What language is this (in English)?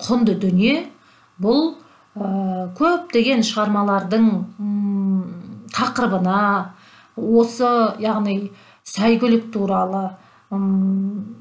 Kazakh